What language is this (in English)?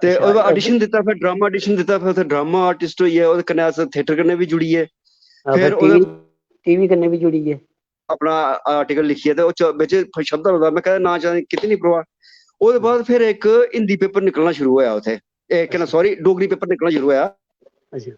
Dogri